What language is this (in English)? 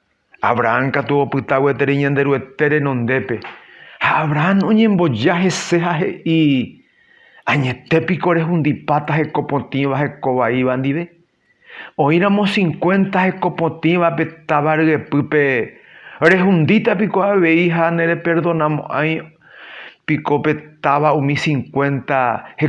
Guarani